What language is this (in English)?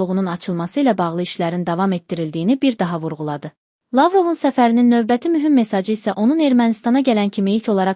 Azerbaijani